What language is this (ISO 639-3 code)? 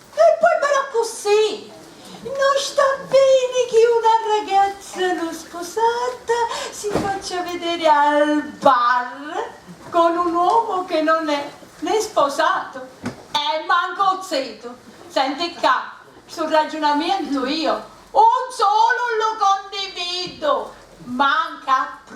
scn